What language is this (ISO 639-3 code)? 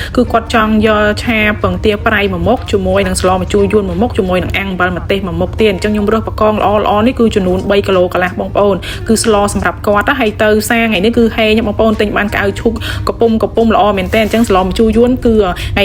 khm